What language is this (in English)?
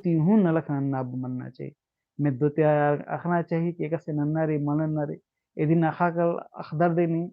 Kurukh